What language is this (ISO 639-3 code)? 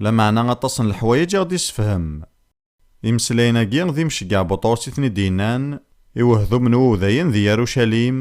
kab